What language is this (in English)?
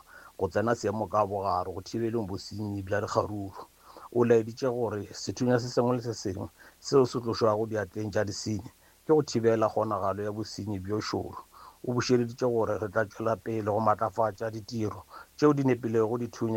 Northern Sotho